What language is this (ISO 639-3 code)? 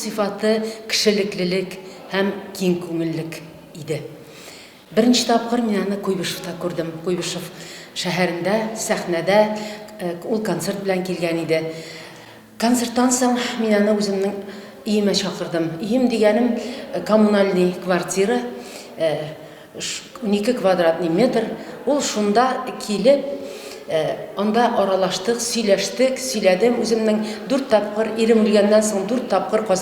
tat